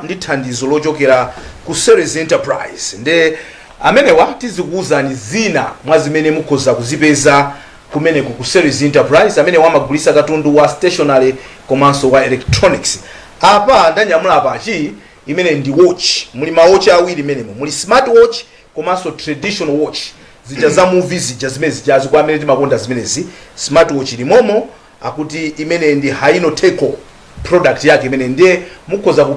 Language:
Nyanja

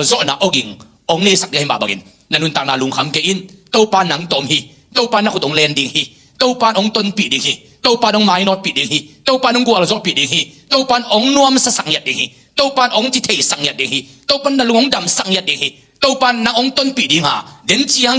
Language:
Tedim Chin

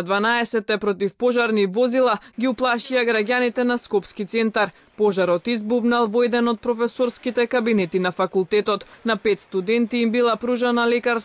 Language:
Macedonian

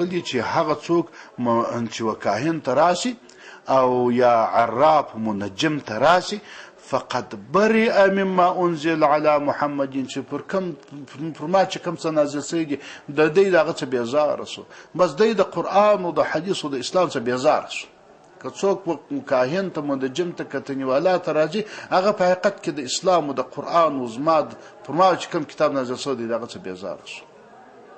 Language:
Pashto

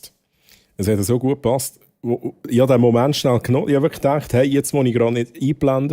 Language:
Swiss German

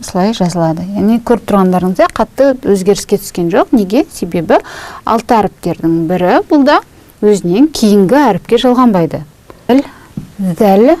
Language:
Kazakh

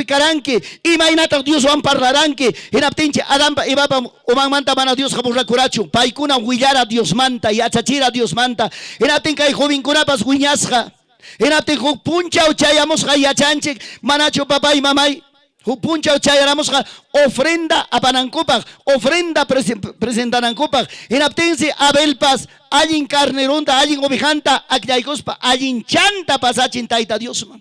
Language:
Ayacucho Quechua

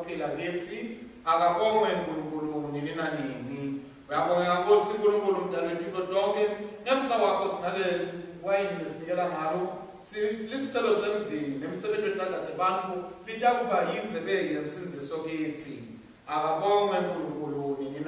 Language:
Swati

